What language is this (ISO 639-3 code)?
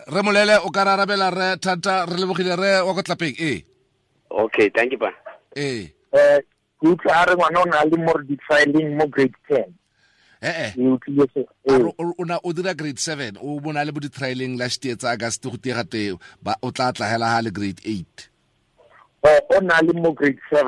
tsn